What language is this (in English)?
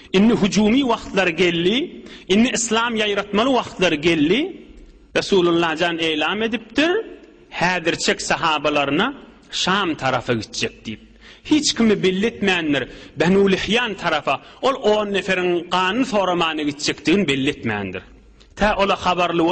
Turkmen